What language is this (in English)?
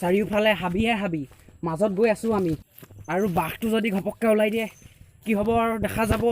Assamese